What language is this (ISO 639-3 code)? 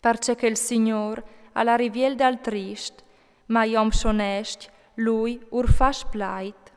fur